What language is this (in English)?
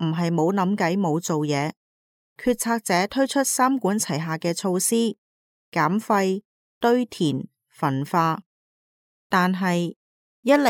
Cantonese